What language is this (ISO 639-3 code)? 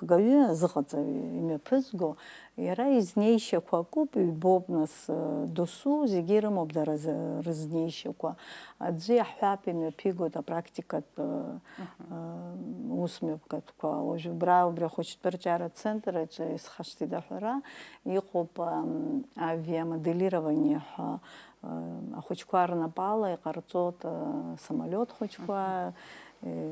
abk